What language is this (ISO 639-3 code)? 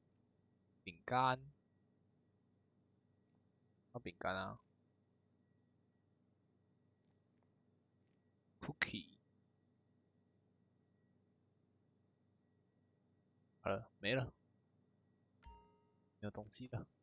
zho